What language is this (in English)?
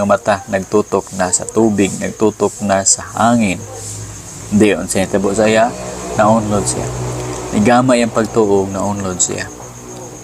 Cebuano